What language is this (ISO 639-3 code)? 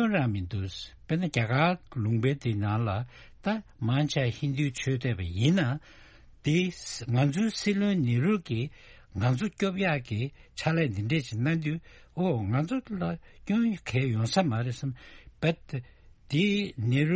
bod